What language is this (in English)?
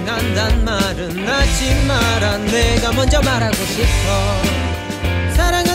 Korean